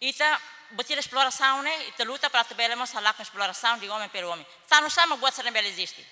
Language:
Tetum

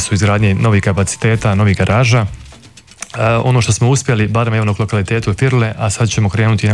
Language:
Croatian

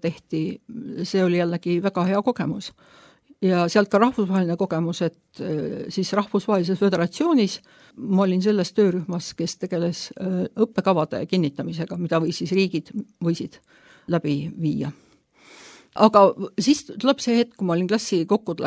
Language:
Estonian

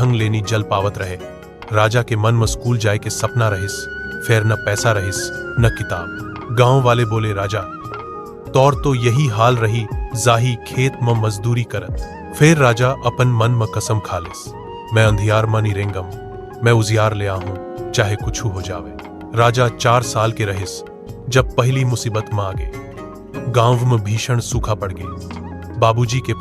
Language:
Chhattisgarhi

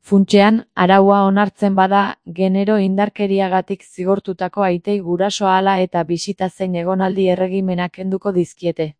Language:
Basque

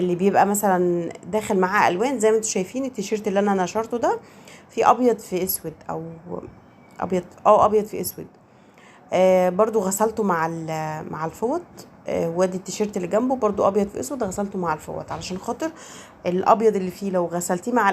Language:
Egyptian Arabic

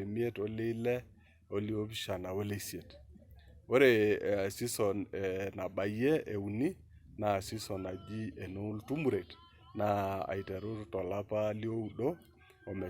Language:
Masai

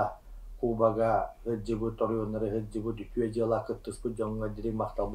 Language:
Yakut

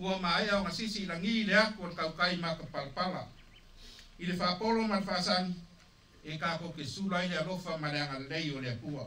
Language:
Samoan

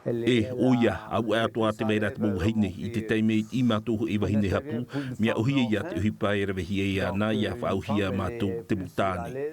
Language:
Tahitian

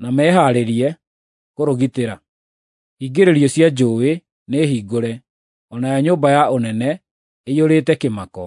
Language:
Kikuyu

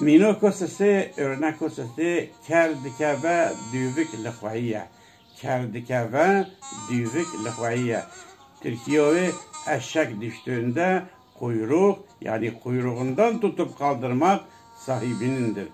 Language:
Kurdish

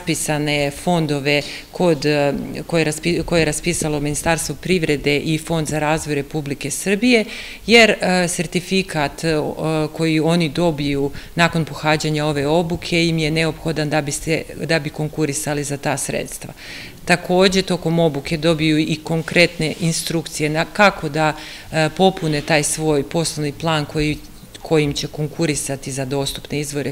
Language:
Serbian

